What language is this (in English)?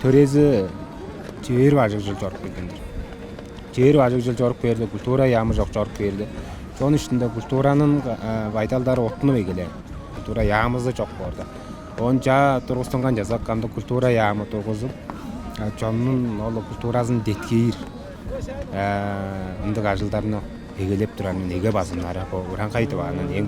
Tuvinian